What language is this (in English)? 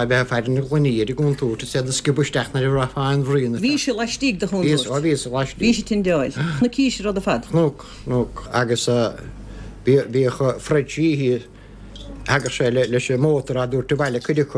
Irish